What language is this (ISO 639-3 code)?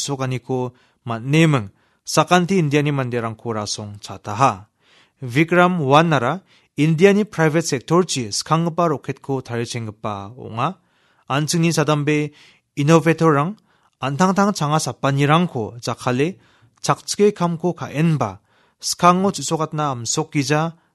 grt